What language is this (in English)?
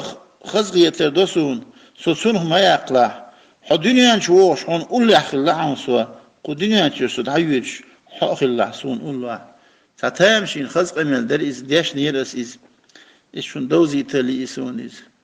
Chechen